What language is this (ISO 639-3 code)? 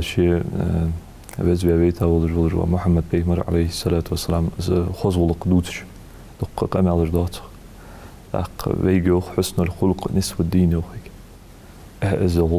inh